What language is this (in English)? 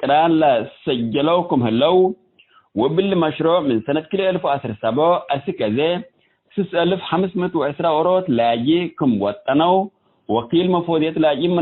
Tigre